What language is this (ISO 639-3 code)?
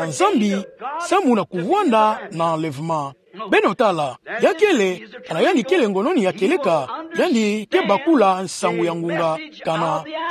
ktu